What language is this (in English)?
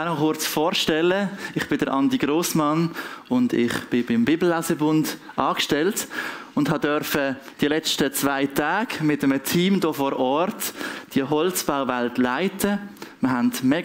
Swiss German